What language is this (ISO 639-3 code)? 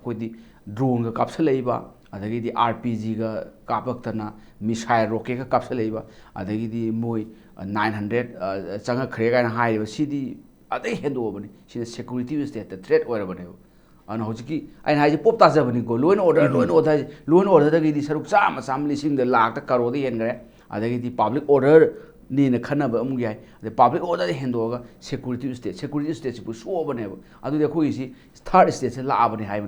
mni